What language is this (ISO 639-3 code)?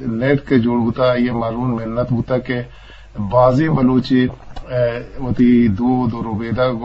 bgp